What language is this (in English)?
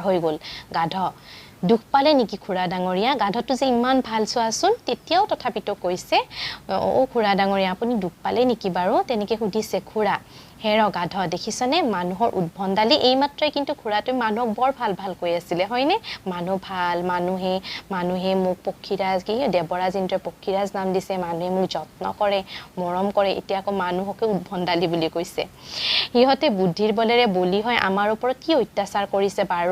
Assamese